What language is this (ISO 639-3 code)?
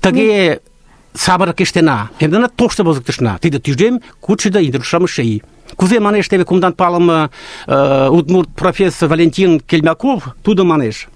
chm